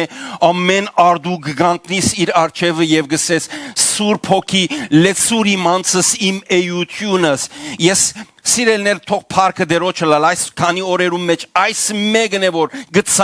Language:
Western Armenian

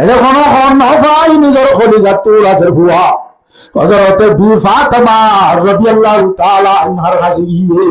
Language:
Rohingya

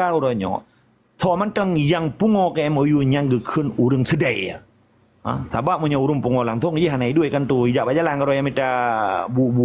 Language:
Achinese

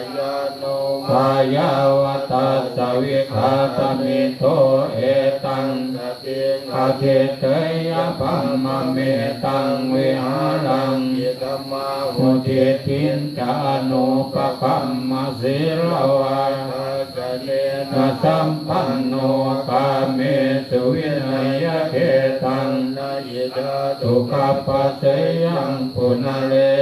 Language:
Pali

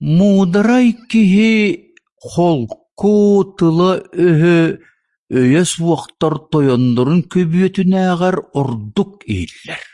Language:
Yakut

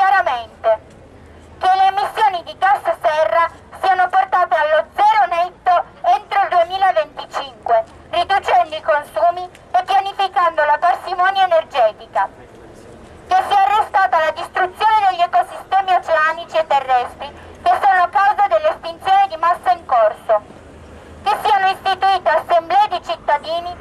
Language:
Italian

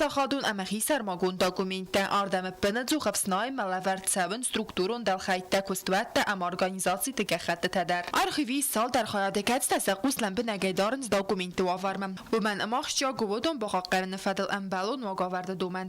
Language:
Ossetic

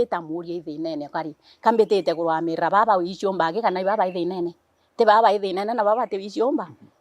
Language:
Meru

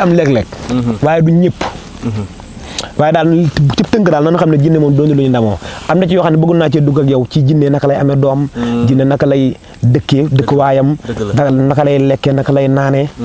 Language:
Wolof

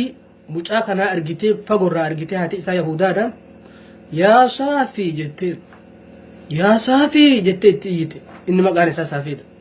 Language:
Oromo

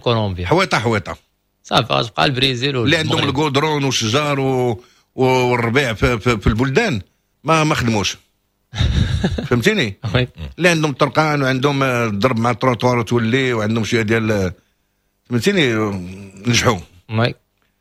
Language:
Moroccan Arabic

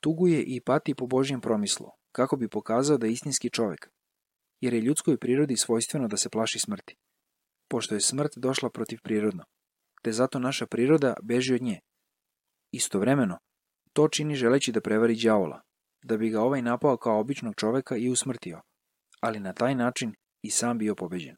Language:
Serbian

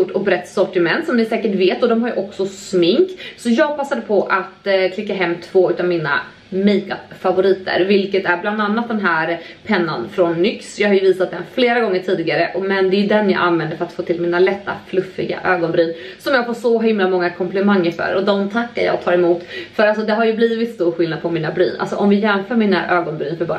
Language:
Swedish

